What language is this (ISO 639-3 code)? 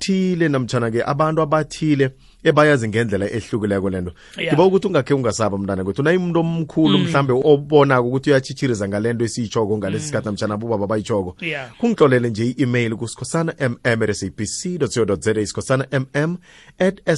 nbl